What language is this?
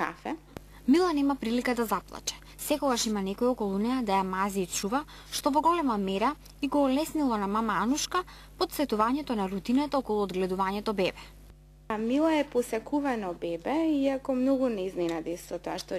Macedonian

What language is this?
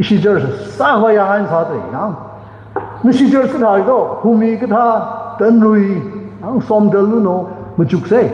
Tangkhul Naga (India)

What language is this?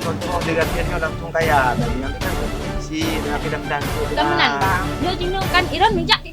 Achinese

